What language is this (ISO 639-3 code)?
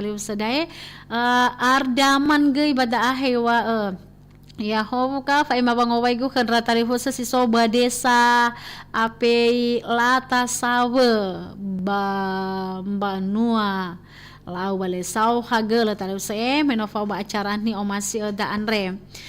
nia